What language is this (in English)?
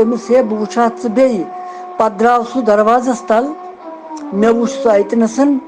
Kashmiri